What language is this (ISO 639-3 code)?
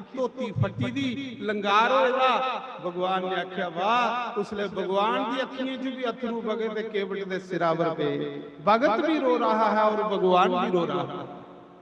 doi